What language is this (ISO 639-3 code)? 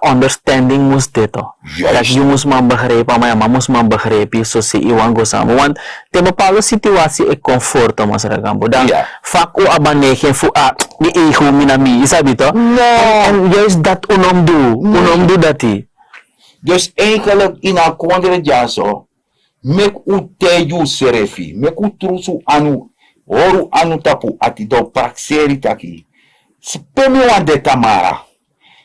srn